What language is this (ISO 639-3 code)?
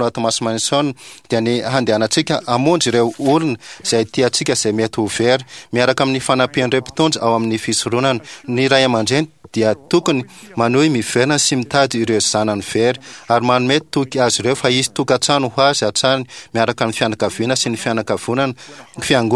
mlg